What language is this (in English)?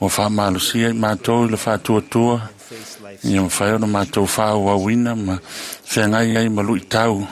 Samoan